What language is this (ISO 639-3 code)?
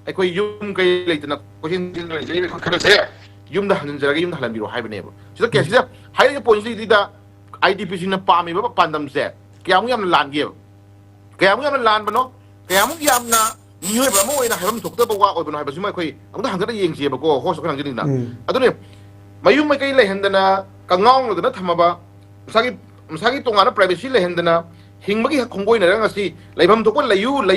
mni